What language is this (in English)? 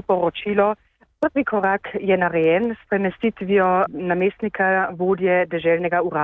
Slovenian